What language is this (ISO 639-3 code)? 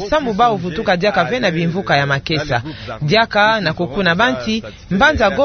ktu